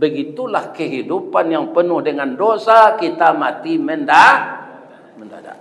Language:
Minangkabau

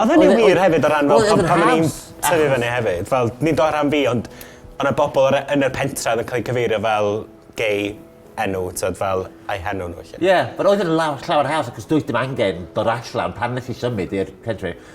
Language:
Welsh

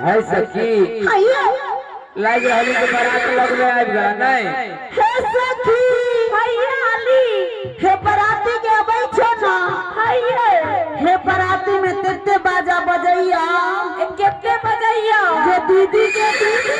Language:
Maithili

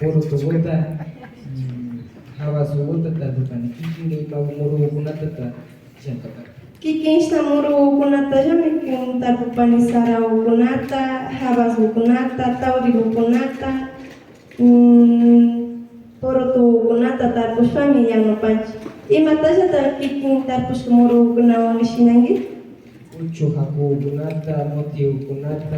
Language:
Imbabura Highland Quichua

